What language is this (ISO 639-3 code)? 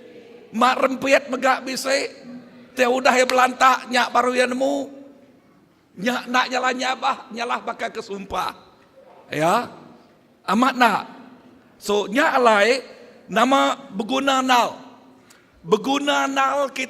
iba